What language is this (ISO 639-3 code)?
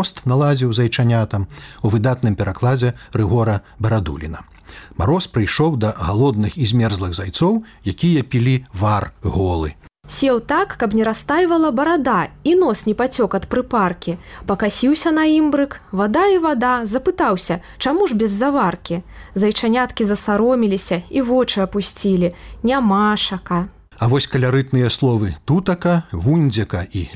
bel